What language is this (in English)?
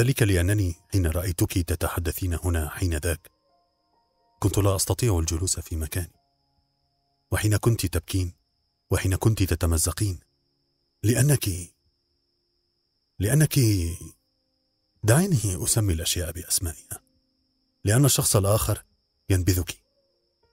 Arabic